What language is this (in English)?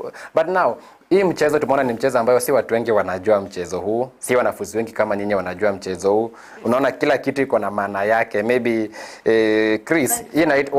Gusii